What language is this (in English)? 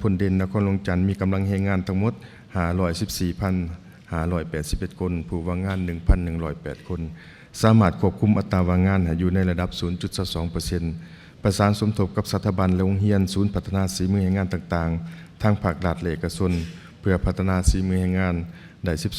Lao